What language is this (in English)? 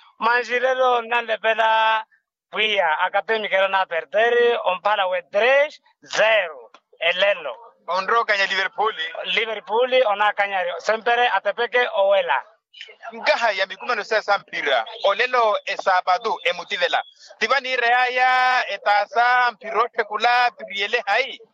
Makhuwa